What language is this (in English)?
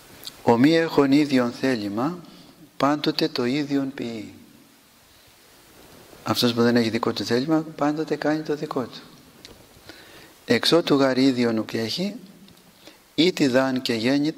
Greek